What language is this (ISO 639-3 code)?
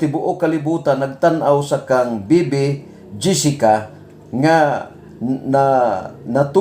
ceb